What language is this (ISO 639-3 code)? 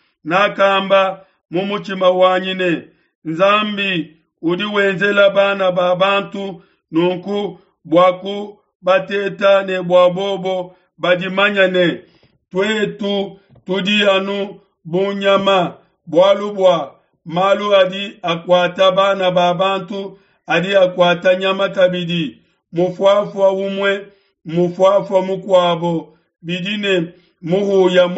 lua